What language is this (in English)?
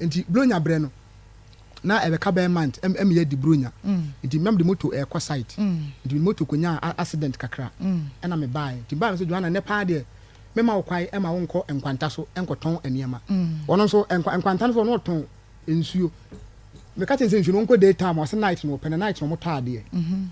Akan